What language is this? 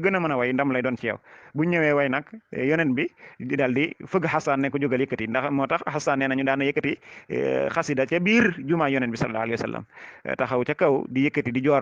Wolof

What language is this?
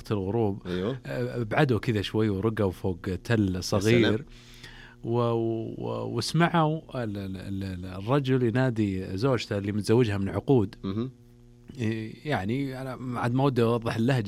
Najdi Arabic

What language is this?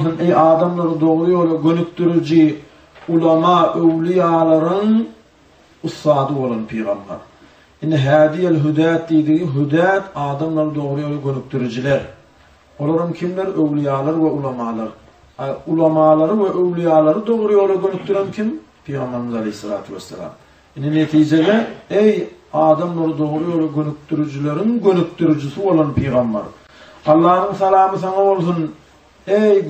Turkmen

